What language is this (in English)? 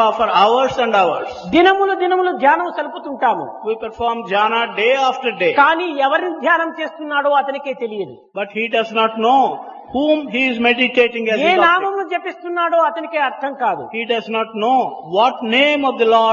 Telugu